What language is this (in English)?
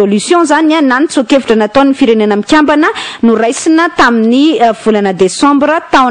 Malagasy